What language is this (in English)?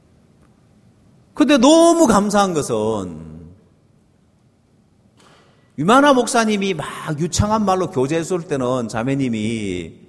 Korean